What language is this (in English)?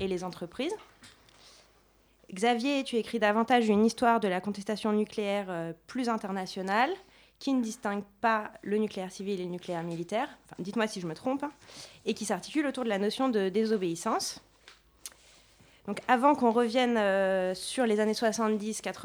French